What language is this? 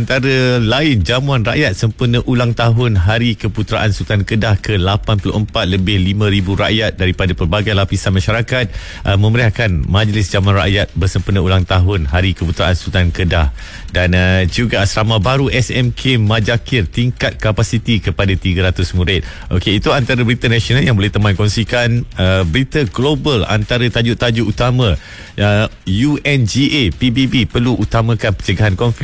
Malay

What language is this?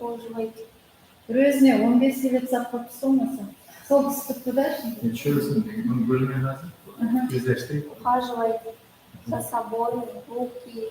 Kara-Kalpak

